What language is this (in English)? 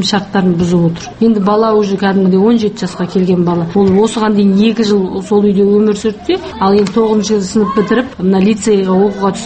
Kazakh